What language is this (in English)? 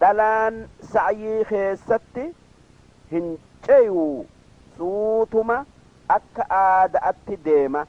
Oromo